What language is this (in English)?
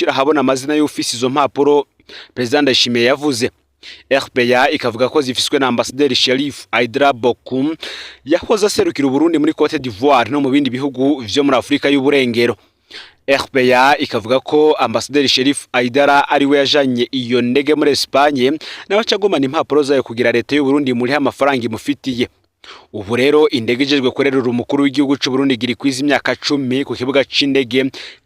Rundi